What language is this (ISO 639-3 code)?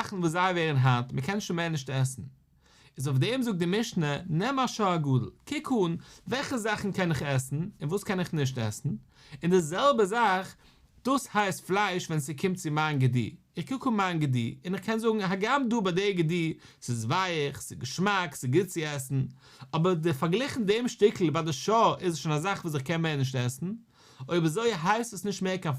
yid